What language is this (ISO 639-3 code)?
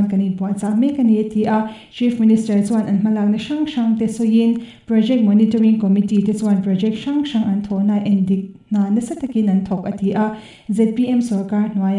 lus